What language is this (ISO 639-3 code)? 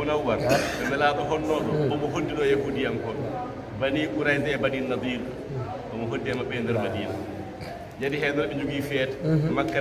ful